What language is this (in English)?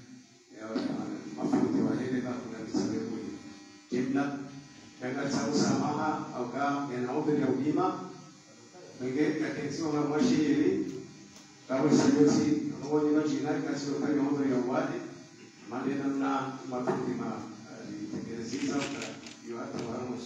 Swahili